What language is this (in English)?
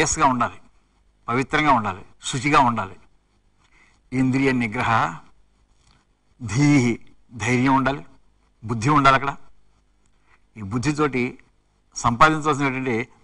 Telugu